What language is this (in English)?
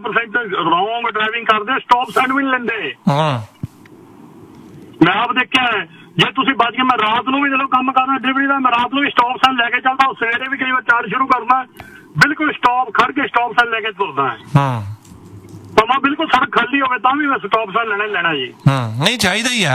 Punjabi